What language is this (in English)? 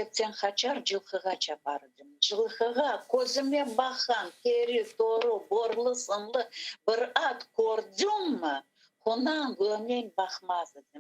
Crimean Tatar